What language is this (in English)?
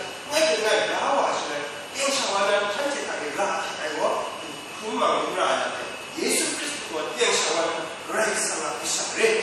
Kachin